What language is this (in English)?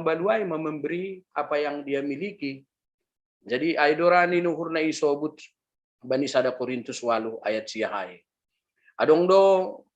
Batak Simalungun